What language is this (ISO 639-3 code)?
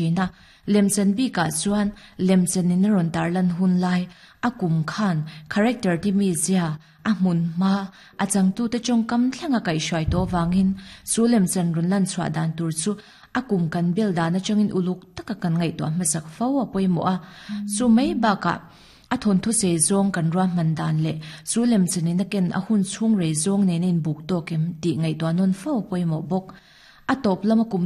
lus